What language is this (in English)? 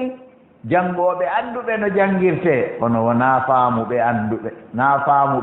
Fula